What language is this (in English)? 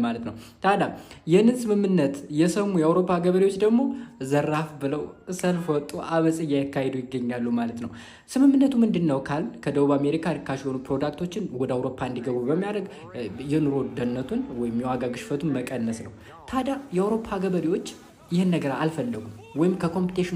Amharic